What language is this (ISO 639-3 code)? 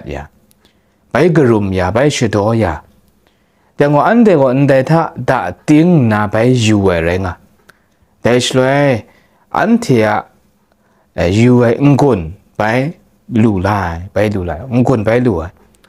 kac